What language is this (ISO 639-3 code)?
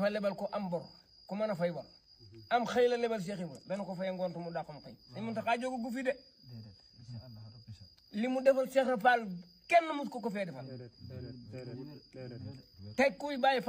wol